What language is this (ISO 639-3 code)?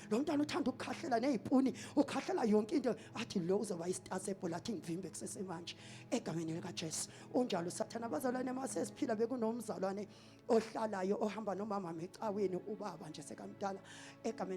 zul